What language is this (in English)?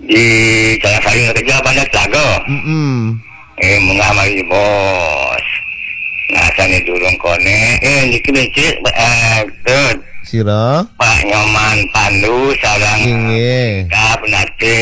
Balinese